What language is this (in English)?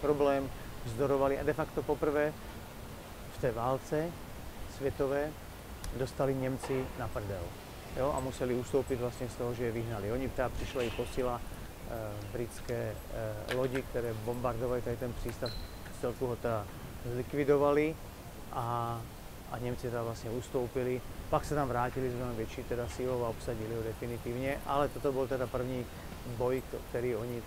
Czech